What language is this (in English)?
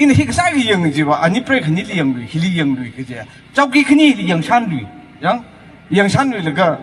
Tangkhul Naga (India)